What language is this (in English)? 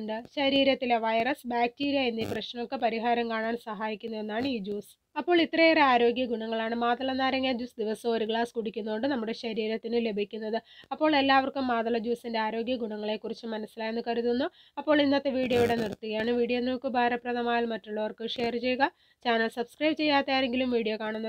Malayalam